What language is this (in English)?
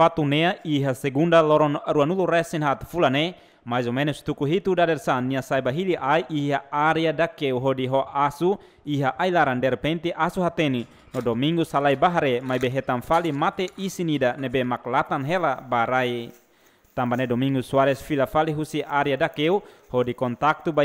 Tetum